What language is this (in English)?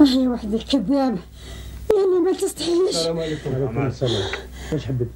Algerian Arabic